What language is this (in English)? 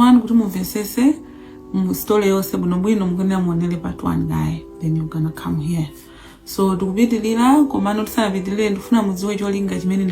Nyanja